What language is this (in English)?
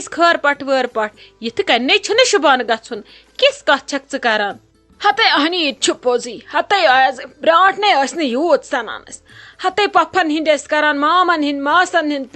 Kashmiri